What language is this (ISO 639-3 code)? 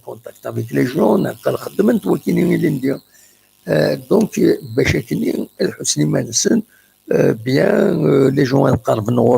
kab